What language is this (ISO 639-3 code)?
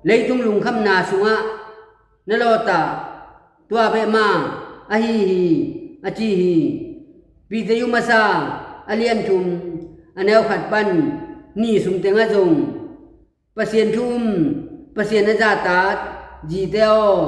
ctd